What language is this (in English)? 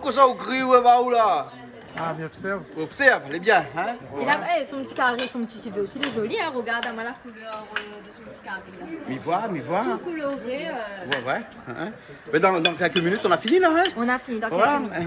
Réunion Creole French